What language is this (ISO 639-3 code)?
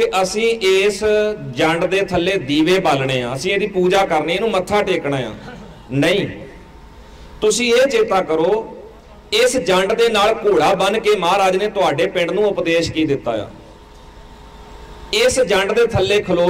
pan